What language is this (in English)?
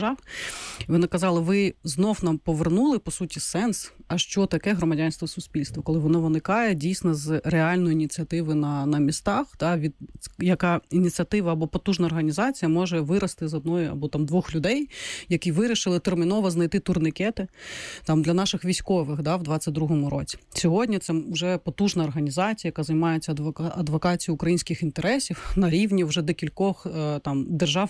Ukrainian